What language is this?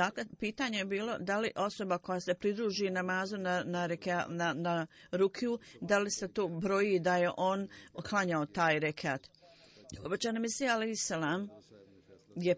Bosnian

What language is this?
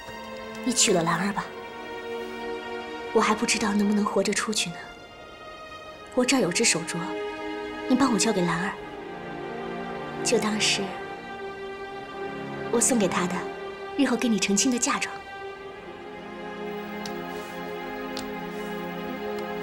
Chinese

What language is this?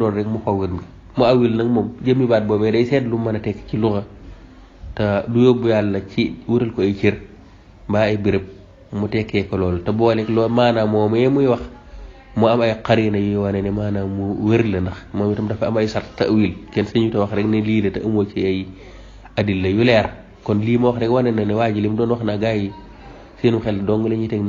Wolof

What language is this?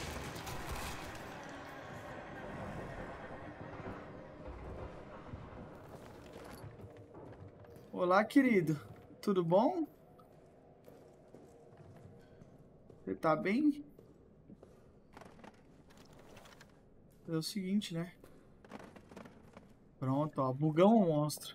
Portuguese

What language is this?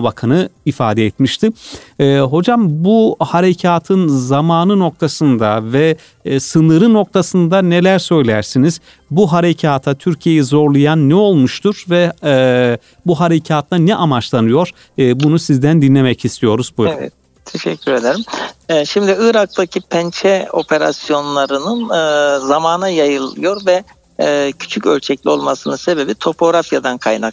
Turkish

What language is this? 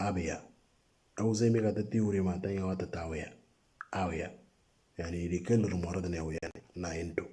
Moro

